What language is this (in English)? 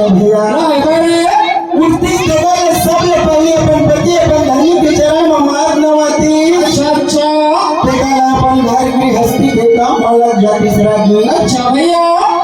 Chhattisgarhi